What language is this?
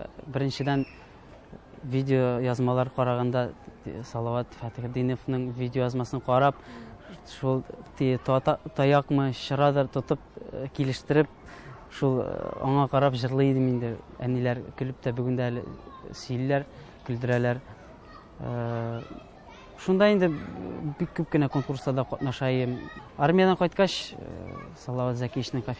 Tatar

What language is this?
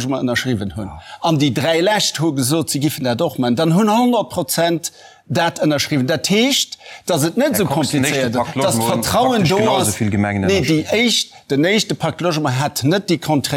Luxembourgish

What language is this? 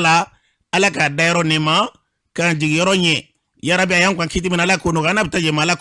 Bambara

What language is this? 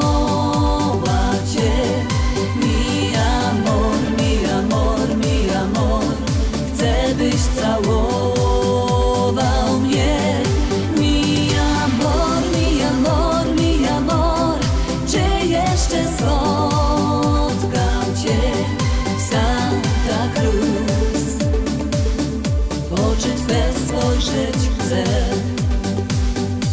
Polish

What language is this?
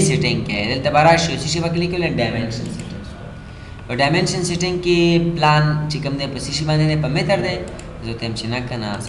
Pashto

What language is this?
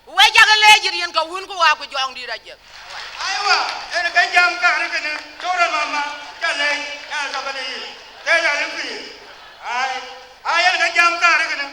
Dinka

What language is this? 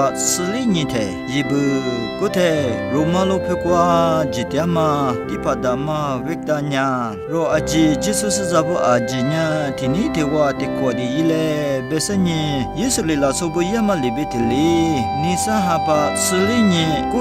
Lisu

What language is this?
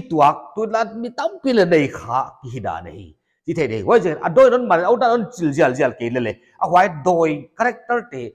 Paite Chin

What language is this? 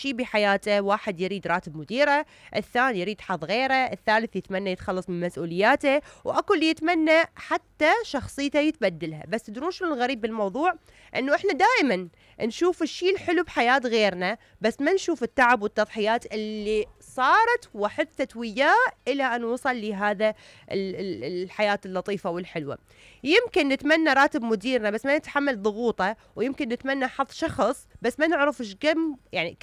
Mesopotamian Arabic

